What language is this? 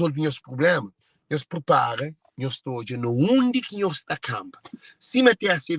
Kabuverdianu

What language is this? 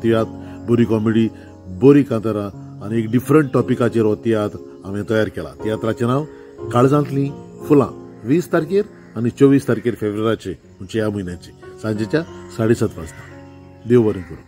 Konkani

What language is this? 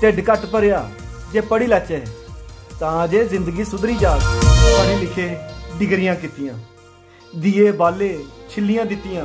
Dogri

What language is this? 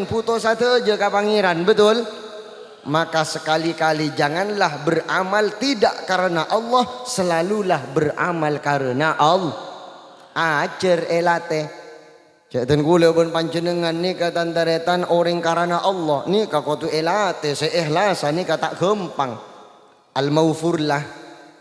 Madurese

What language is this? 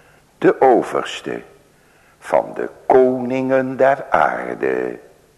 Dutch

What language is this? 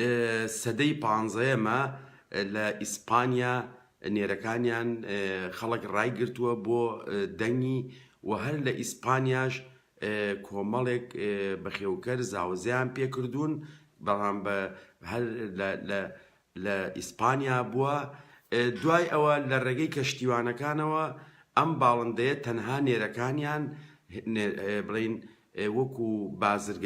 Central Kurdish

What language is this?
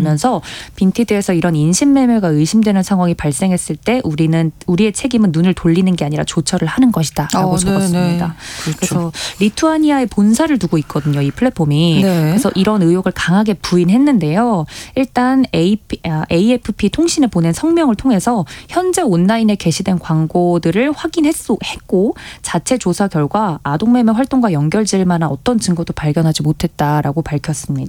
Korean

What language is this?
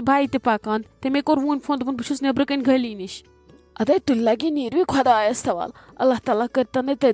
Kashmiri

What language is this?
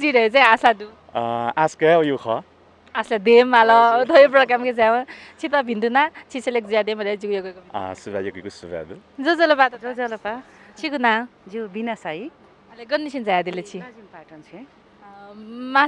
Newari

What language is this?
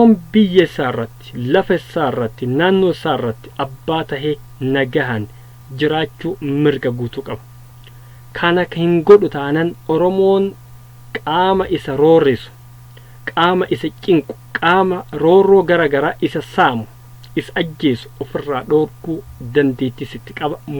Oromo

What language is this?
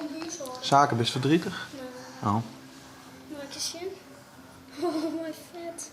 Western Frisian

